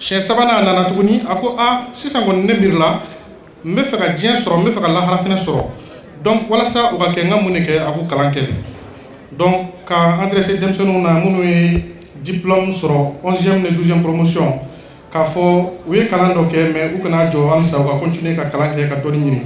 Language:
Bambara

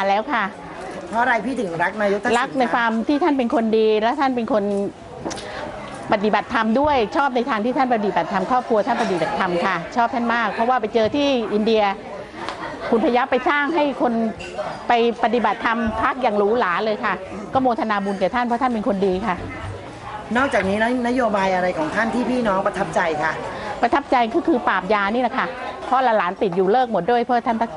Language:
Thai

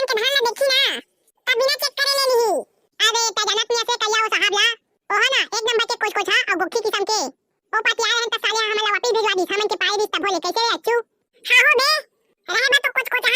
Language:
Chhattisgarhi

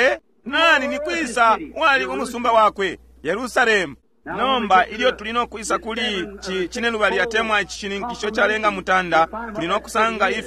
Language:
Bemba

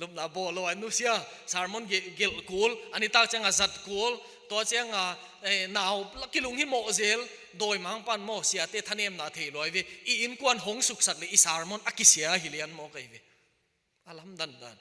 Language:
Tedim Chin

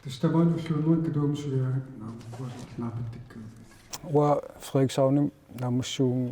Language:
Kalaallisut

